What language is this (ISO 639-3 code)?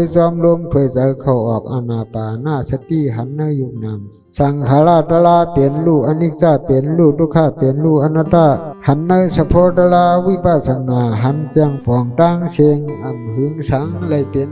shn